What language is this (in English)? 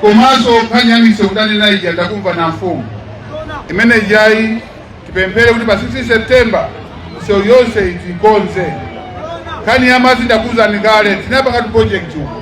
Nyanja